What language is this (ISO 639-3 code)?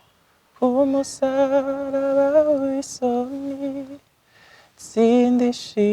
kin